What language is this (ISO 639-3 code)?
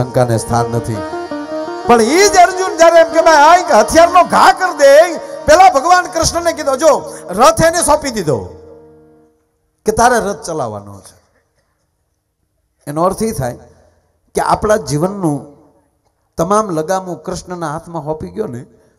guj